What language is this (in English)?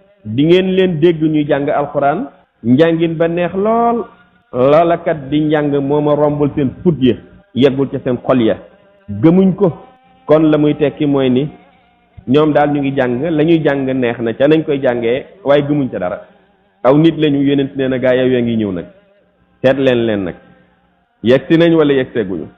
Wolof